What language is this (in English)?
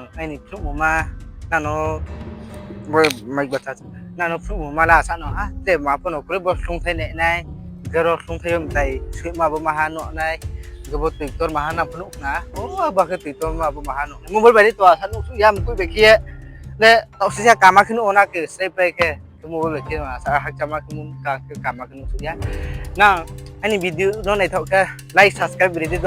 Riang (India)